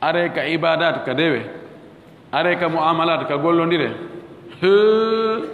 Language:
Fula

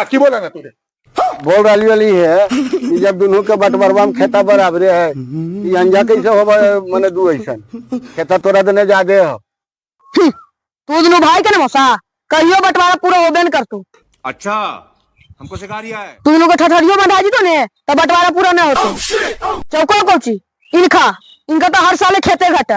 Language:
Magahi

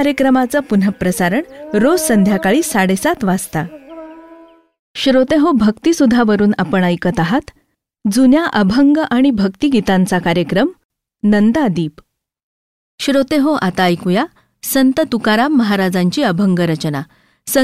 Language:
Marathi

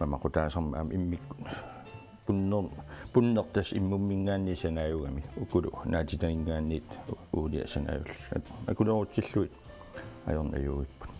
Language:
Kalaallisut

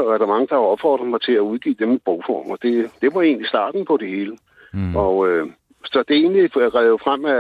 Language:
Danish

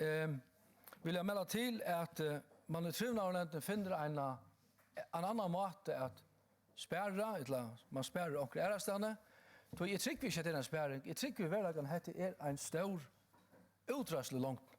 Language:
Faroese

